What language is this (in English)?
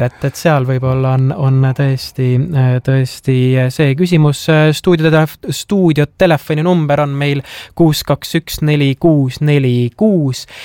Estonian